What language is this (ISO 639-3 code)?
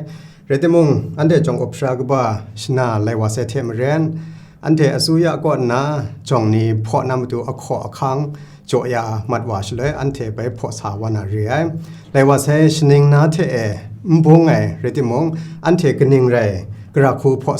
kac